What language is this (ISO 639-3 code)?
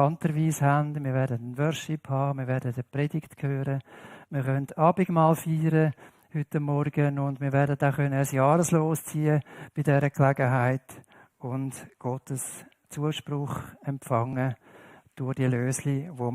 gsw